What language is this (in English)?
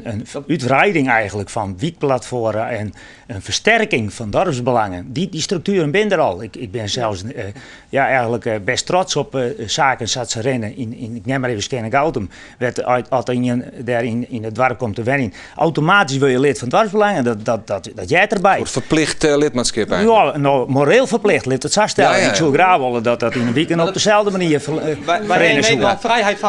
Western Frisian